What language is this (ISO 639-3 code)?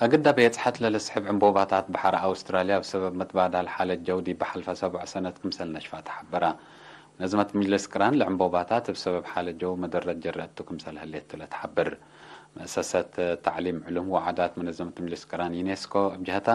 tig